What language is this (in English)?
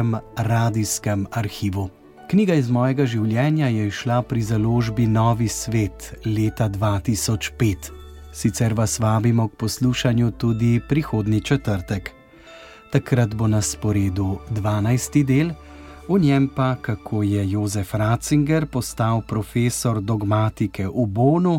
Slovenian